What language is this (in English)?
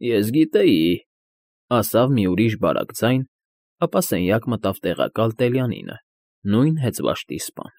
Armenian